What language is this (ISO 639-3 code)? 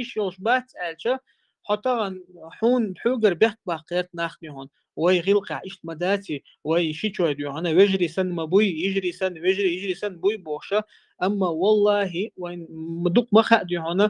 che